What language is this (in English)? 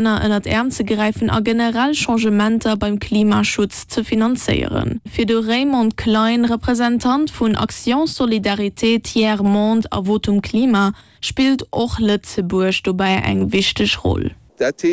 Luxembourgish